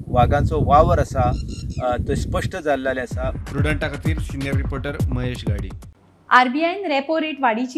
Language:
Konkani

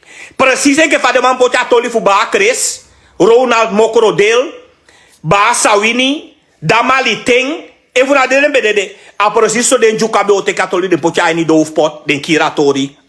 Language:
Sranan Tongo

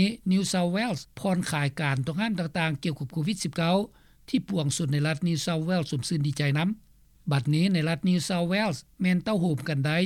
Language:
Lao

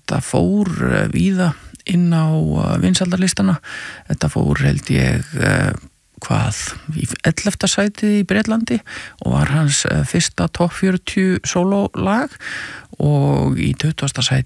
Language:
Icelandic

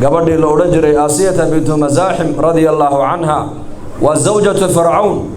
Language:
Somali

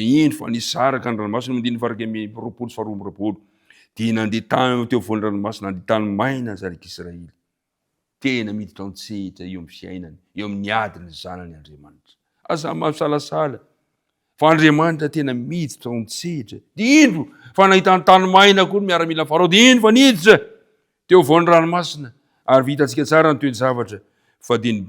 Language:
Malagasy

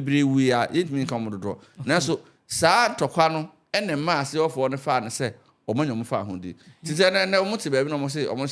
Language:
Akan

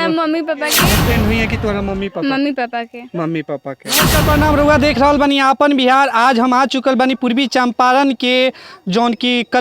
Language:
Bhojpuri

